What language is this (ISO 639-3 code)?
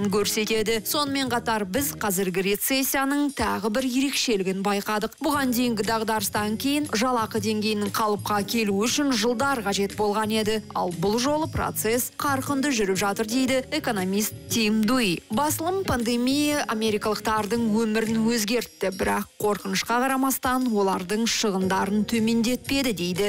kaz